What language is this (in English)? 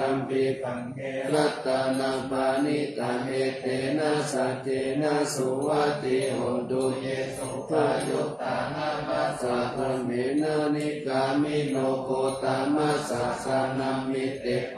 Pali